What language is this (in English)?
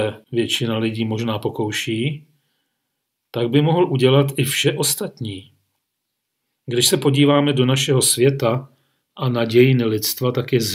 Czech